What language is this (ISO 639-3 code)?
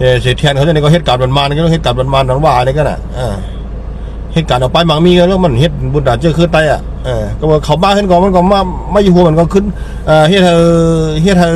shn